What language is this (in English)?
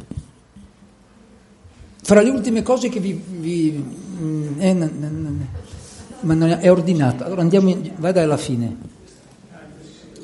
Italian